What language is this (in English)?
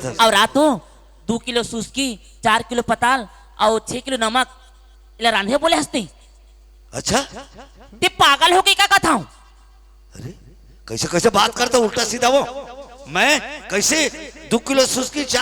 Chhattisgarhi